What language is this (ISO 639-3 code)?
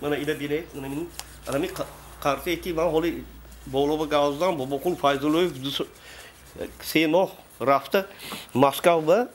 tgk